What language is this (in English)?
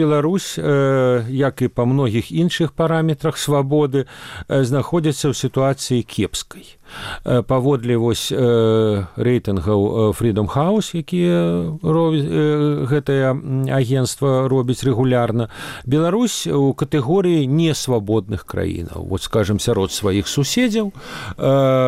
Belarusian